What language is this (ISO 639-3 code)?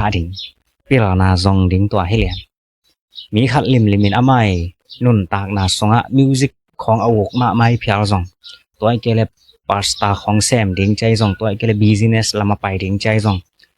ctd